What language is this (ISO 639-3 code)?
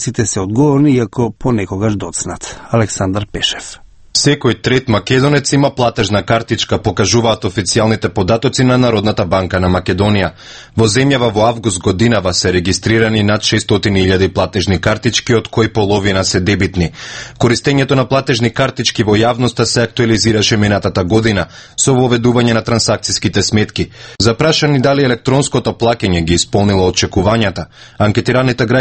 mkd